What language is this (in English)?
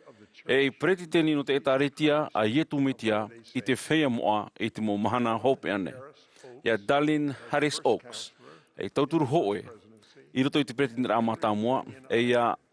Tahitian